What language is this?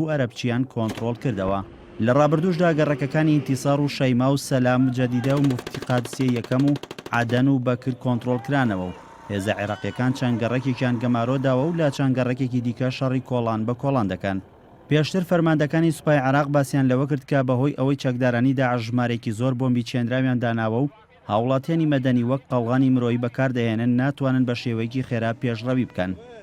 Central Kurdish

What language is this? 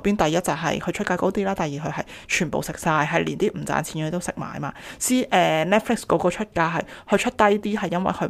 Cantonese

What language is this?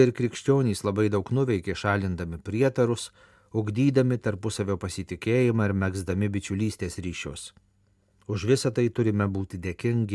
Lithuanian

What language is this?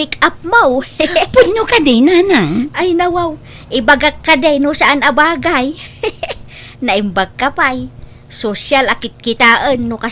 Iloko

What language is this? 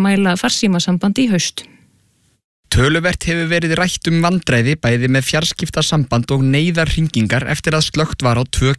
Icelandic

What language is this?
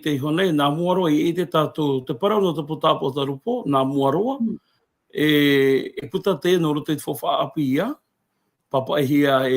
Tahitian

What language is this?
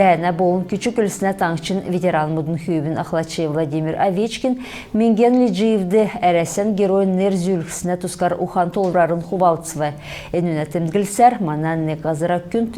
Kalmyk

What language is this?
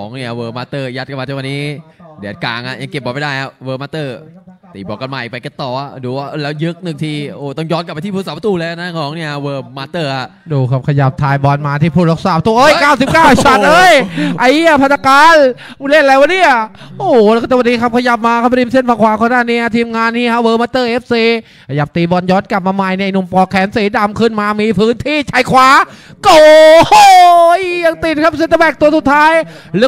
Thai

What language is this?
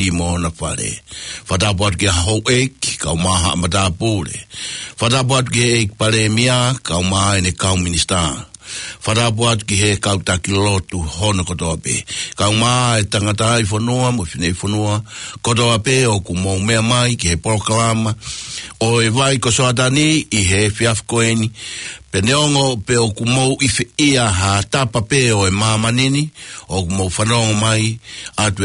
Tongan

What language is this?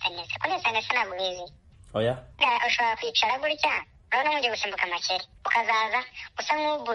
Kinyarwanda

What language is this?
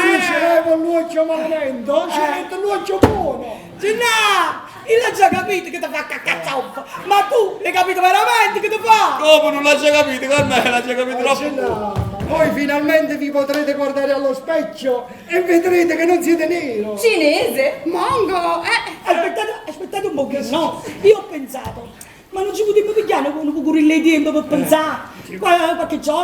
Neapolitan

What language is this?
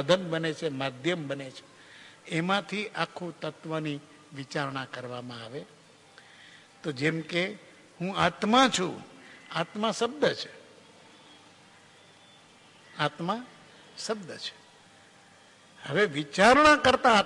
Gujarati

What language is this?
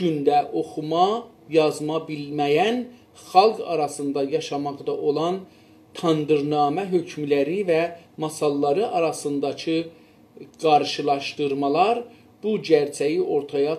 South Azerbaijani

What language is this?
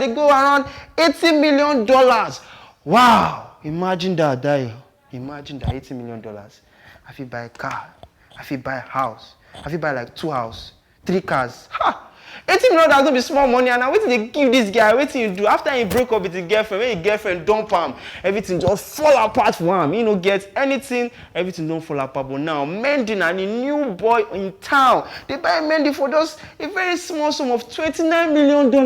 Nigerian Pidgin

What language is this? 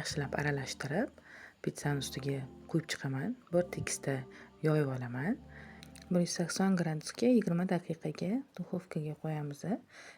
Uzbek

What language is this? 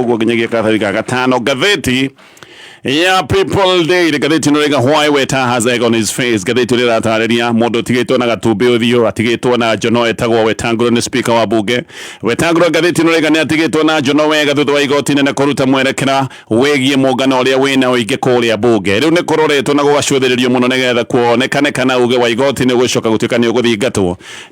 Kikuyu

